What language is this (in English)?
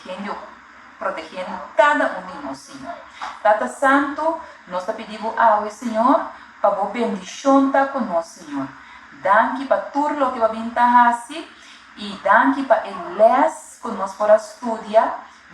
Papiamento